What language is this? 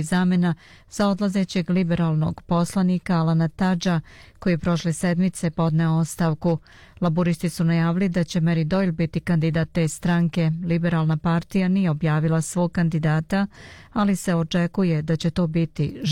Serbian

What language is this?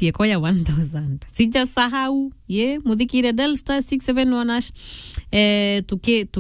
Meru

